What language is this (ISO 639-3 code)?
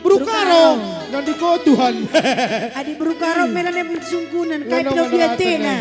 btx